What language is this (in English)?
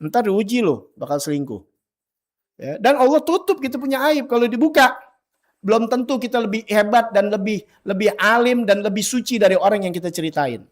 Betawi